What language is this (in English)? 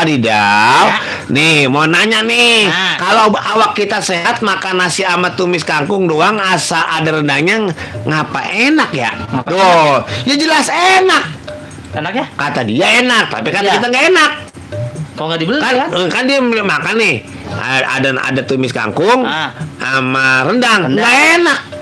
Betawi